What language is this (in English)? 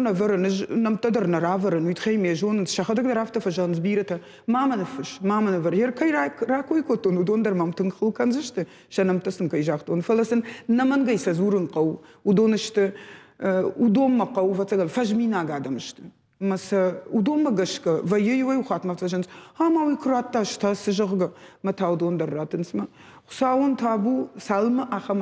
Ossetic